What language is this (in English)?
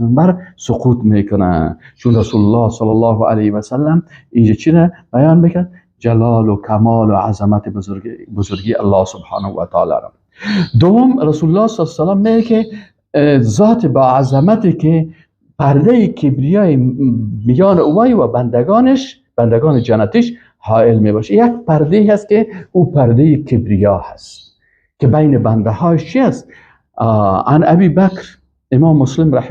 Persian